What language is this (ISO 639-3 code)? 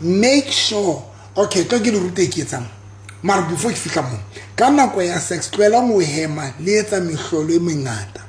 sot